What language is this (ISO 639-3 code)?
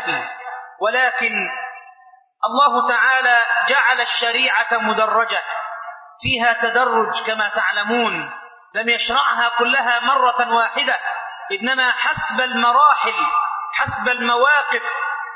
ara